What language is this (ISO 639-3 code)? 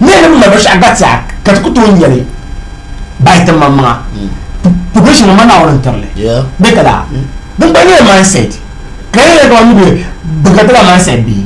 dag